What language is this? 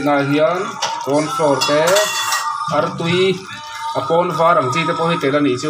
Mizo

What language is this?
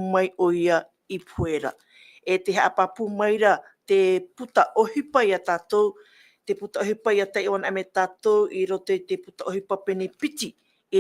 Tahitian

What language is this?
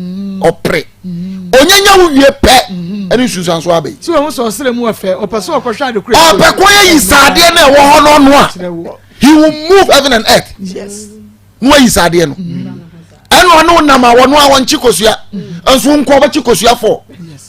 Akan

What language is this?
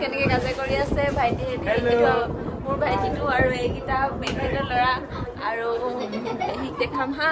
Assamese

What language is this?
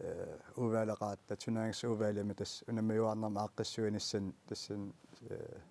Kalaallisut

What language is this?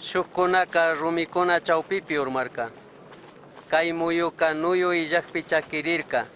Chimborazo Highland Quichua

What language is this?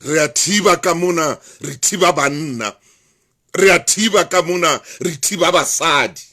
Southern Sotho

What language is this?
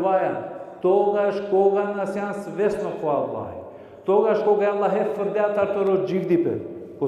Balkan Romani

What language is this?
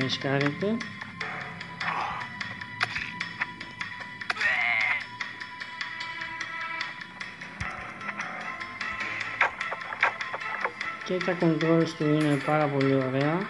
Greek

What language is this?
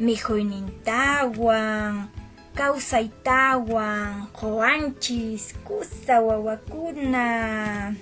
Quechua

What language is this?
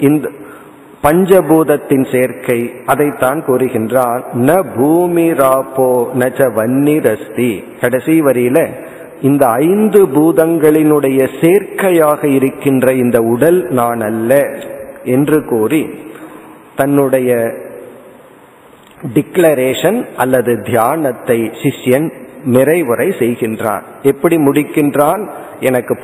Tamil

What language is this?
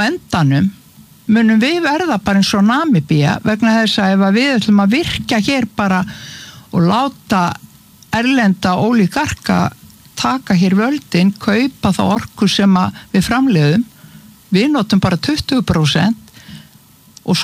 Icelandic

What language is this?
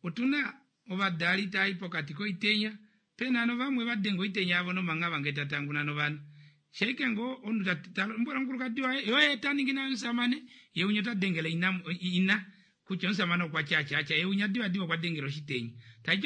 Kuanyama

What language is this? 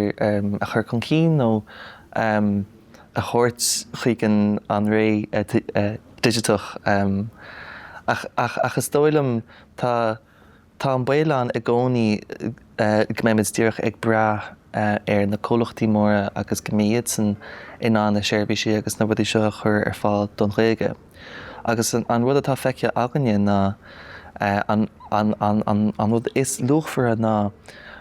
Irish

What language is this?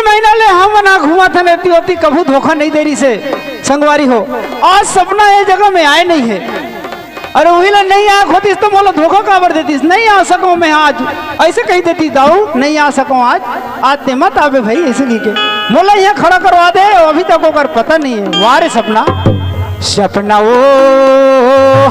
Chhattisgarhi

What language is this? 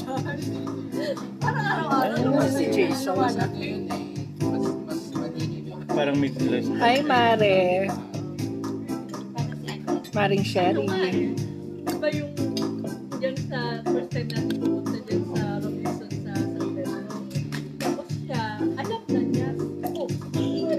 Filipino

